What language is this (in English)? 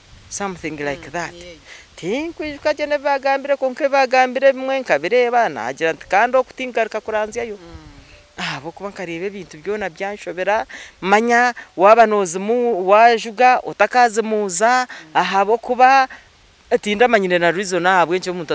Nyankole